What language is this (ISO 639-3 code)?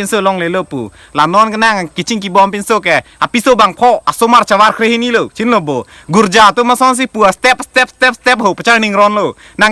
mjw